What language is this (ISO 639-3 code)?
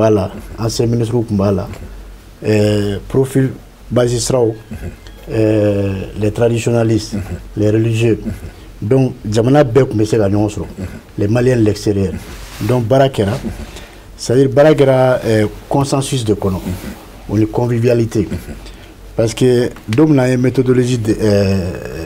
bam